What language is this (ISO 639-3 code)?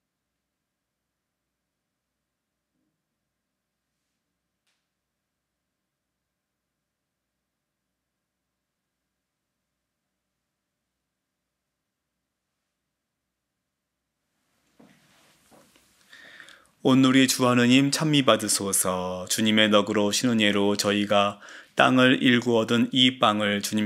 kor